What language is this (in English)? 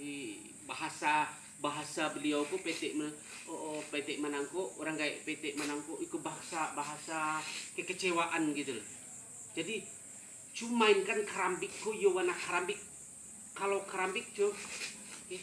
Minangkabau